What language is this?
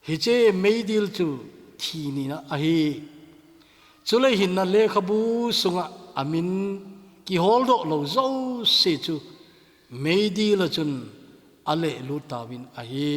Thado Chin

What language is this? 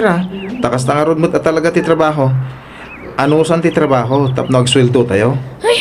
Iloko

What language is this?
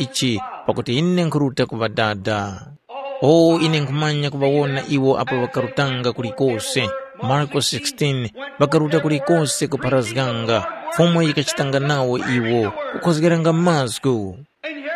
Tumbuka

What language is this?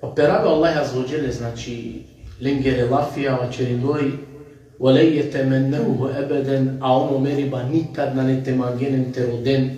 Balkan Romani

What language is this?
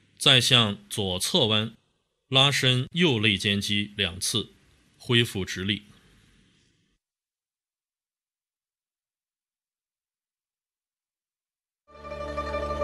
Chinese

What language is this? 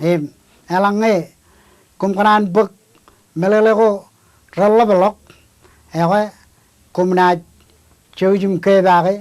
Marshallese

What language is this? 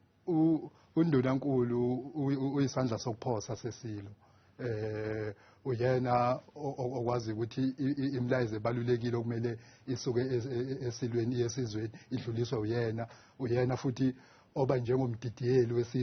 Zulu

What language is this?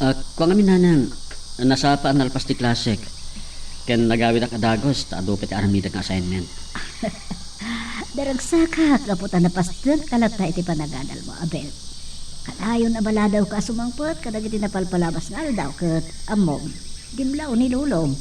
Iloko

